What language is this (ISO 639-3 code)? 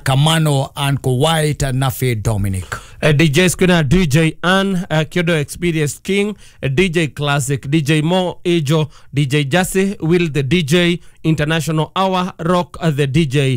kik